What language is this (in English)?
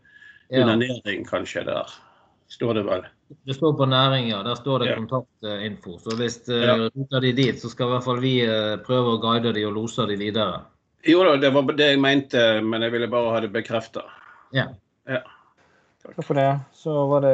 Norwegian